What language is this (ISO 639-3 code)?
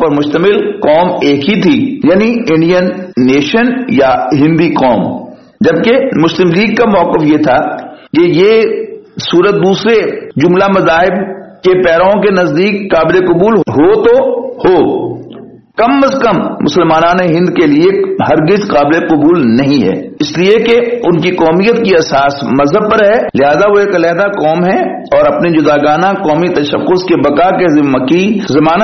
urd